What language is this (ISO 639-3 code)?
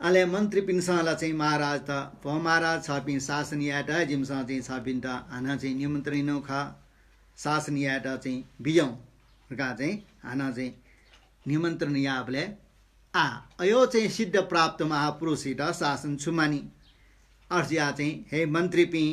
new